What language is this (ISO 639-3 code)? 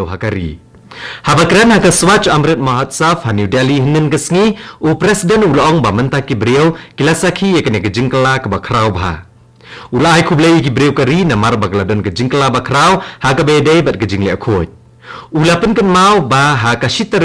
kha